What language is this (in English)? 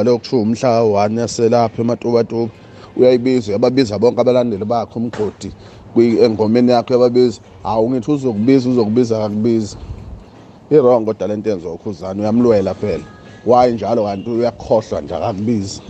Zulu